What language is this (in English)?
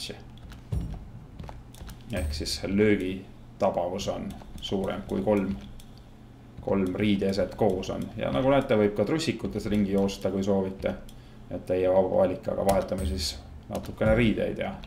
Estonian